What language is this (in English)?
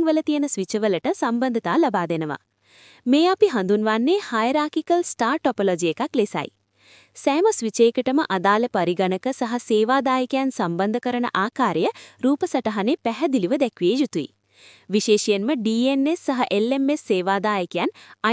Sinhala